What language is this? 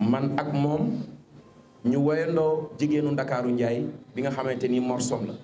Wolof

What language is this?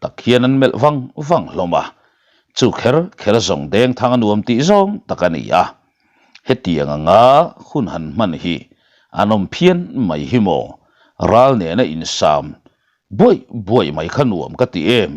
Mizo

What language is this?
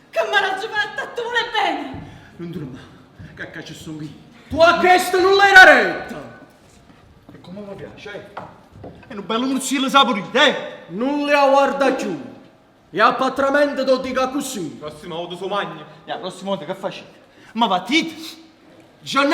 Neapolitan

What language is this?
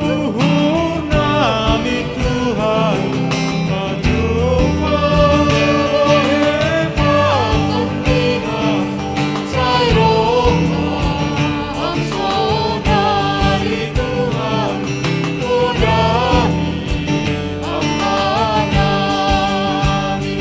Batak Simalungun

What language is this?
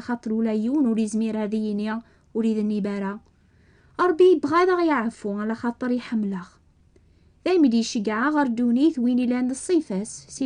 Kabyle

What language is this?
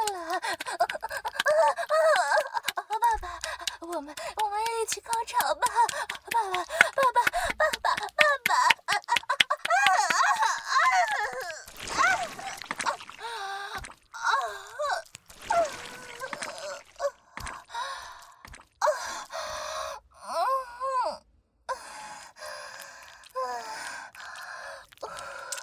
Chinese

